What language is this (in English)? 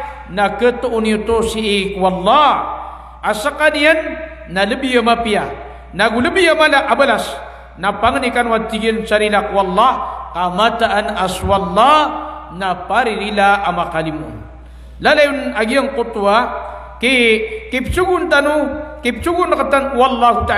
Maranao